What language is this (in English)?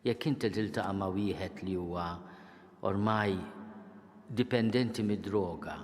Maltese